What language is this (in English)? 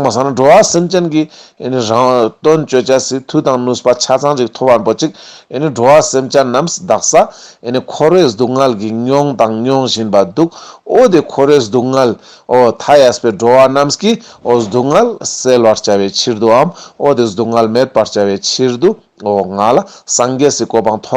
Ladakhi